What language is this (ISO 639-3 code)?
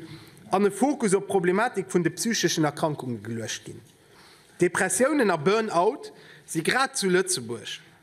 ltz